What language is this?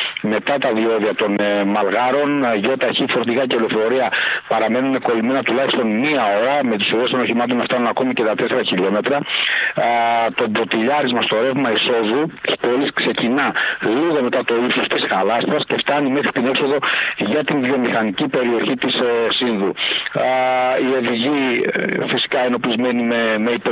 Greek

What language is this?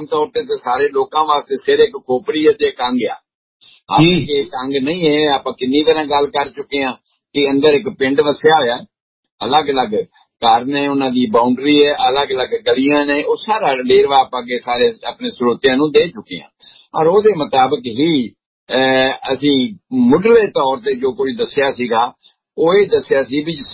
Punjabi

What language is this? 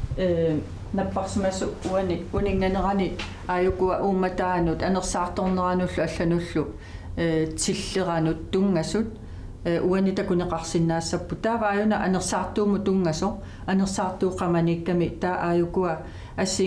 Kalaallisut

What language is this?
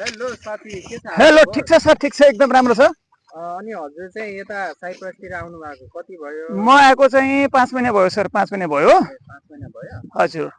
Nepali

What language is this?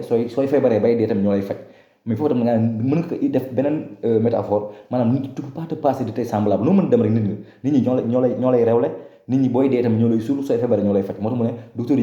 Wolof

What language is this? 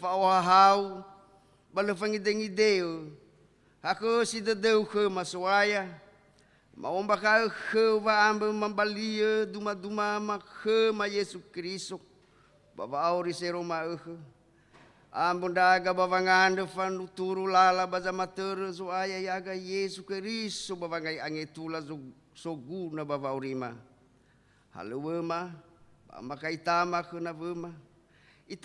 Nias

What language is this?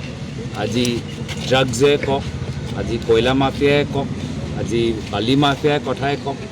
Assamese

